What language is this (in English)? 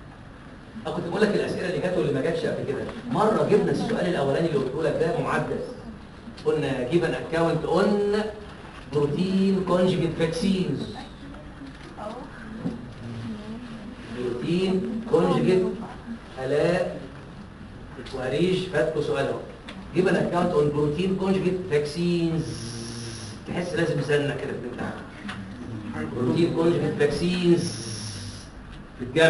Egyptian Arabic